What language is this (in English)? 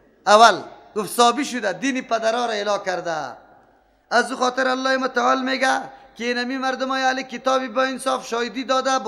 Persian